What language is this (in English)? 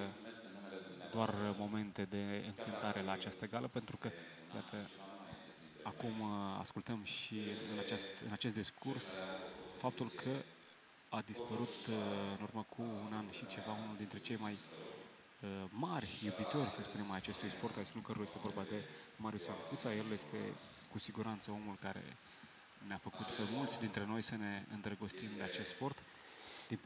Romanian